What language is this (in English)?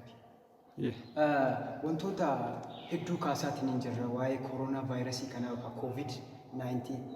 Oromo